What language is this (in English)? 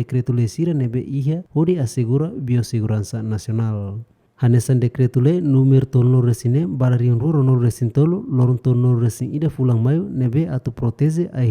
Tetum